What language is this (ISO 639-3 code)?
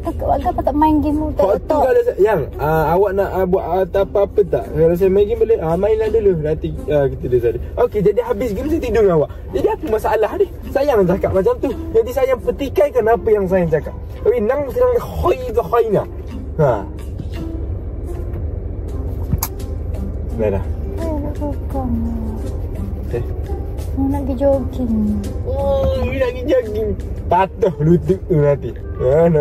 msa